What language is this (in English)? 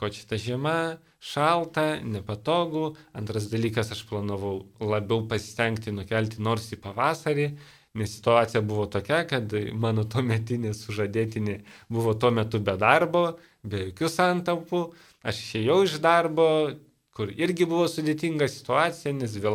Lithuanian